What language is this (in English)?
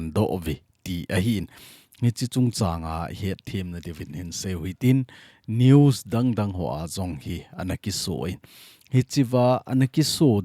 Thado Chin